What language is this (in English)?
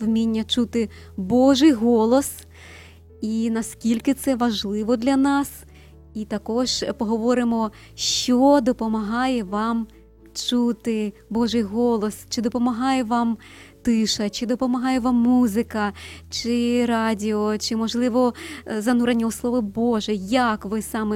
Ukrainian